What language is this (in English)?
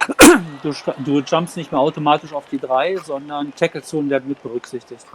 Swiss German